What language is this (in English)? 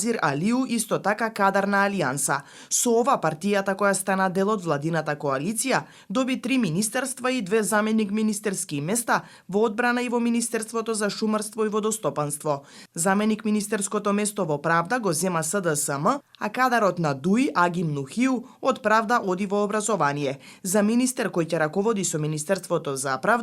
Macedonian